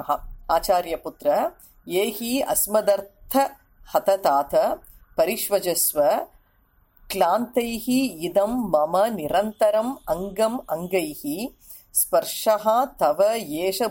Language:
Sanskrit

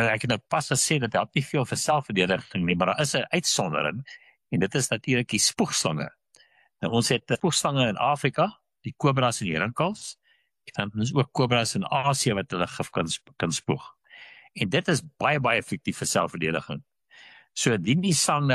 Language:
Afrikaans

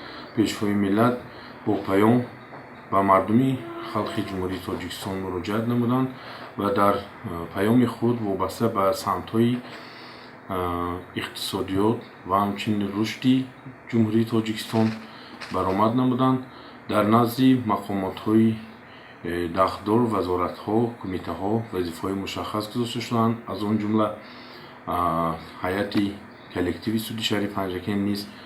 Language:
Tajik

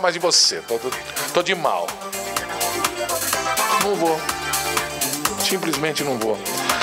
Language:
Portuguese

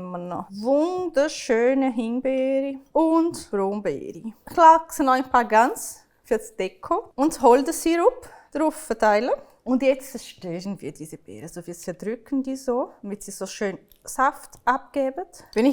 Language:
Swiss German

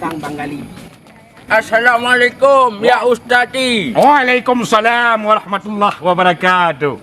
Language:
Achinese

